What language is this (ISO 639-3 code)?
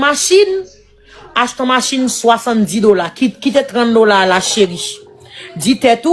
hat